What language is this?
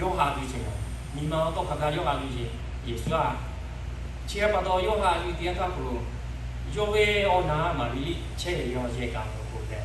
Lahu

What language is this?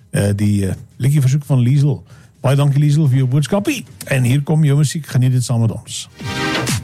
Afrikaans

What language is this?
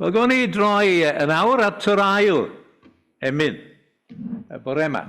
Welsh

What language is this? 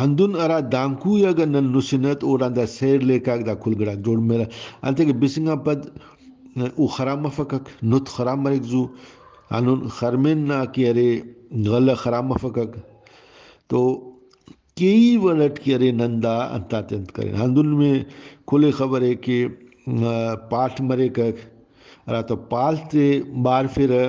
Brahui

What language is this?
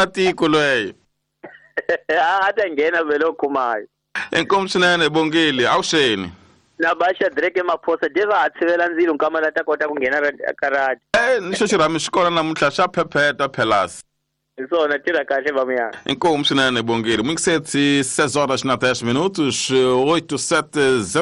Tsonga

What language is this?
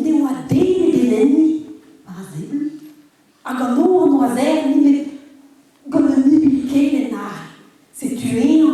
Breton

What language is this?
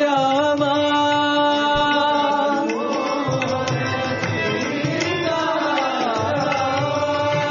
Hindi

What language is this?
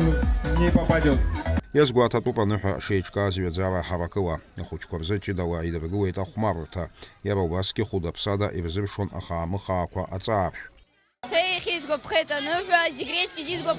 Abkhazian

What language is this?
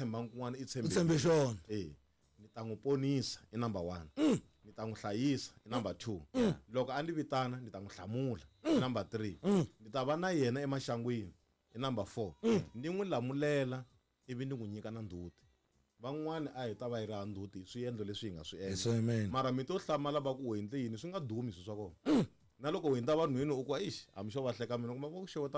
Tsonga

